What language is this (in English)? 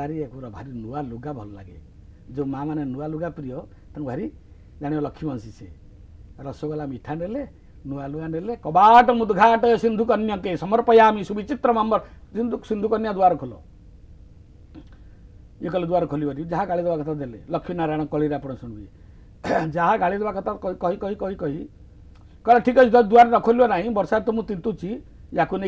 Odia